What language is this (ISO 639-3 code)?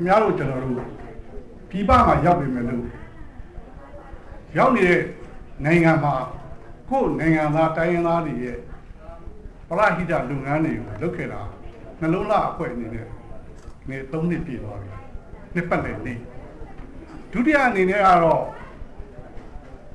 mya